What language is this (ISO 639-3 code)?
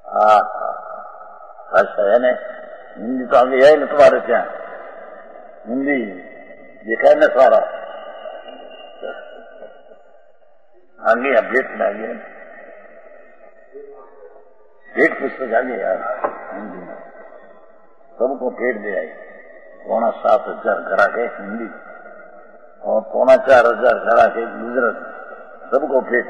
hin